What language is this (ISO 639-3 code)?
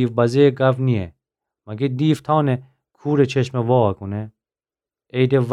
glk